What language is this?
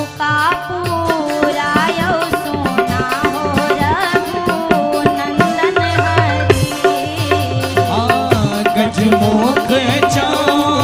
Bhojpuri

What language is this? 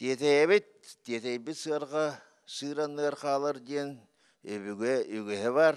Yakut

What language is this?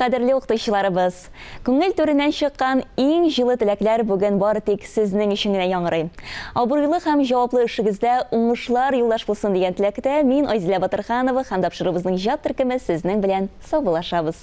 Tatar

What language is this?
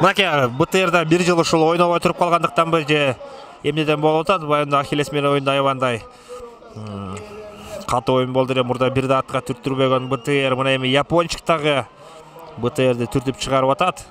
Kyrgyz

